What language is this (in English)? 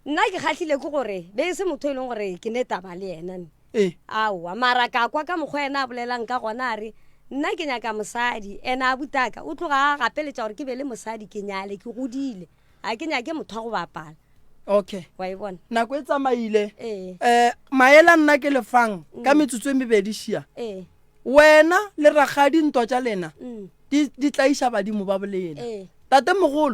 Northern Sotho